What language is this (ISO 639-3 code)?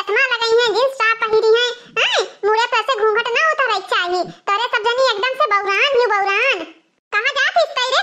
awa